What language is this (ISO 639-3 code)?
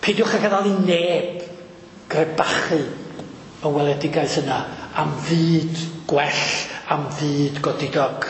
cym